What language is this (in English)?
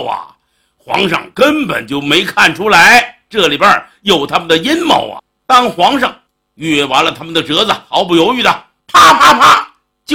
Chinese